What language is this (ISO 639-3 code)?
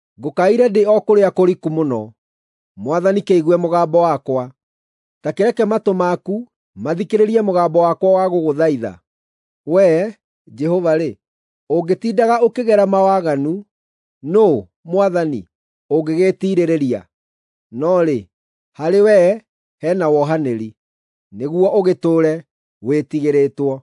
kik